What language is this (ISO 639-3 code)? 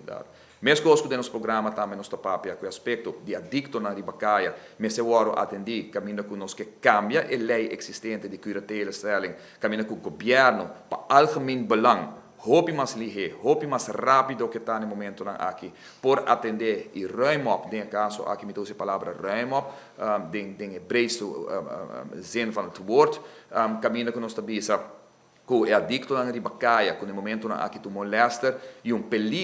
pap